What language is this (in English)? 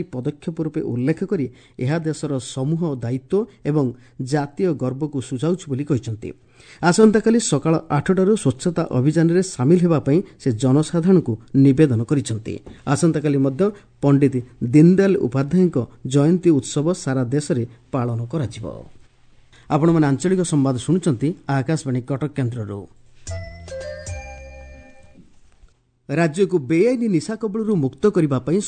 Odia